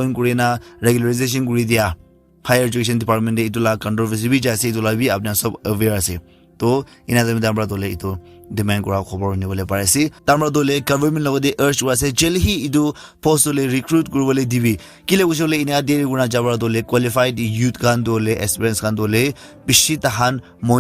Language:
Naga Pidgin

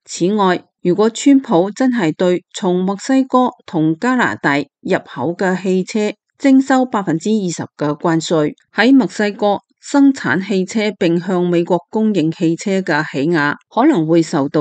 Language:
Cantonese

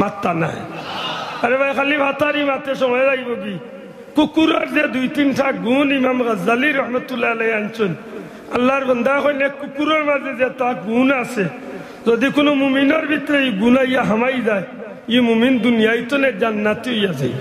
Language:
Sylheti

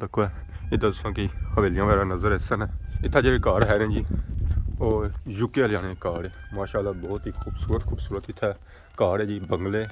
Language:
Pahari-Potwari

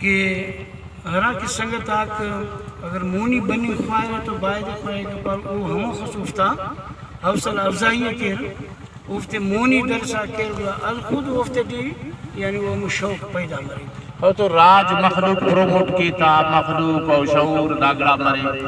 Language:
Brahui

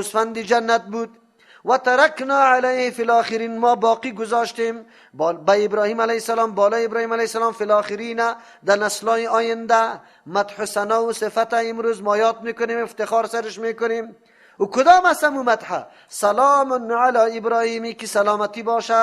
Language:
Persian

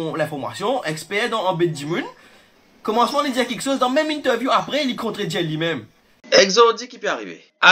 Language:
Morisyen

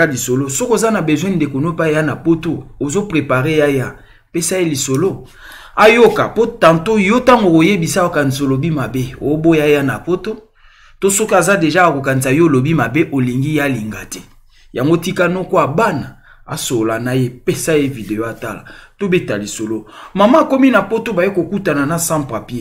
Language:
Lingala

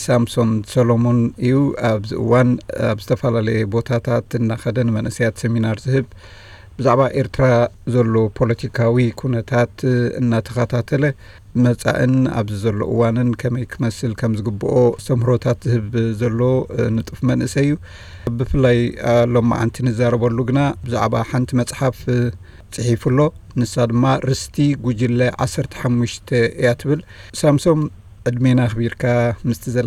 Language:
Tigrinya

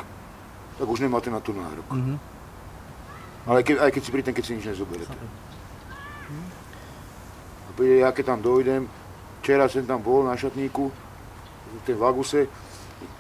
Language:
Slovak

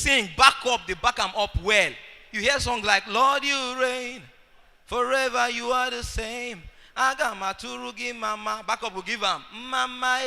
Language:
Nigerian Pidgin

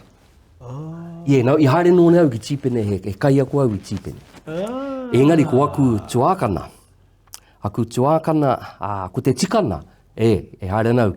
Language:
Māori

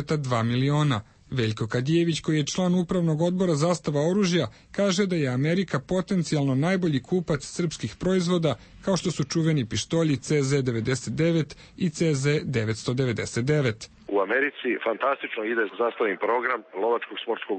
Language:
Serbian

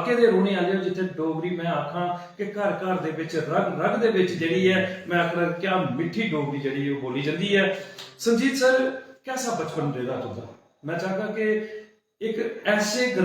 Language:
Dogri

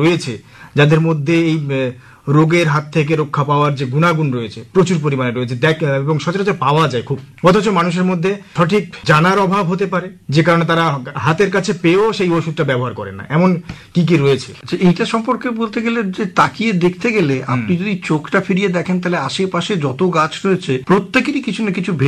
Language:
Bangla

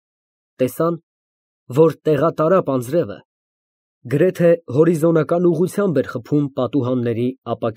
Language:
Armenian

